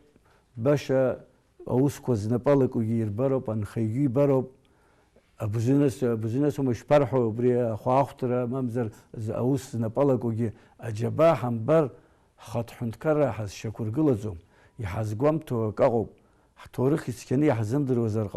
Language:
Abkhazian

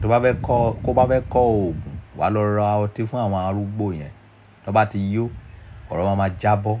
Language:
Yoruba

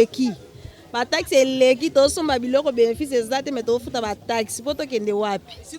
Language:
Lingala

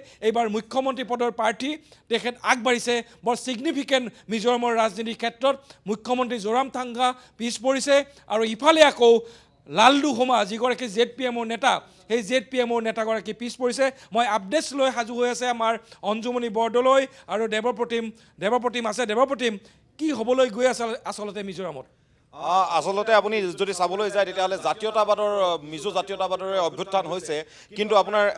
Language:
Assamese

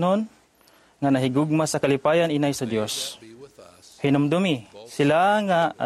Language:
Cebuano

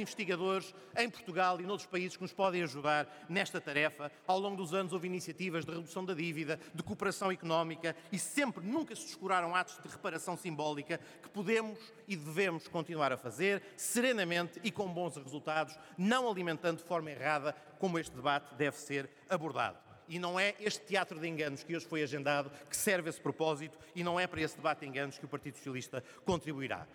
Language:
Portuguese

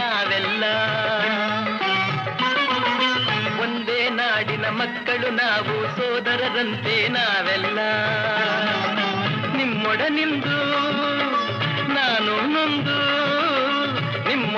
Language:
Kannada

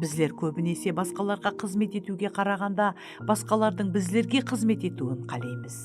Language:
Kara-Kalpak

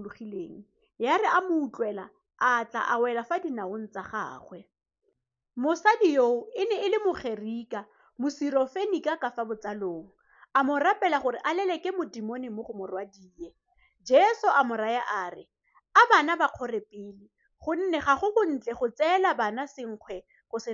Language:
Tswana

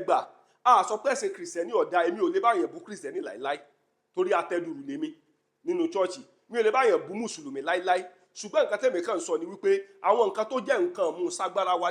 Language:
Yoruba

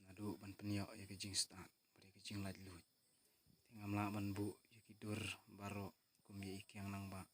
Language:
Khasi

